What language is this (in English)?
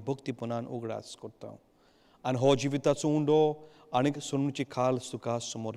Konkani